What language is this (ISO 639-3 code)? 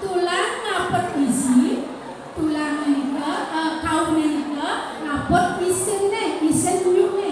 ban